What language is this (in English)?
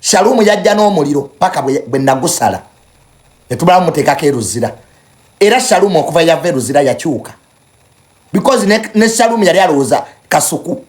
Ganda